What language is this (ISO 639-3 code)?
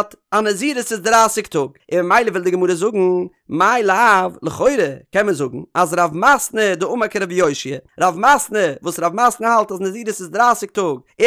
yid